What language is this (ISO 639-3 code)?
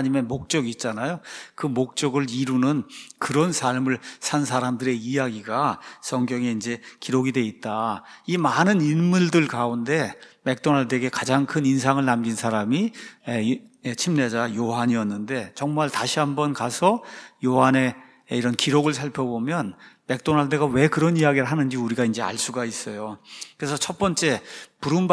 kor